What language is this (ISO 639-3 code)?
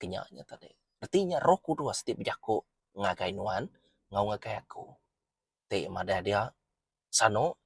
iba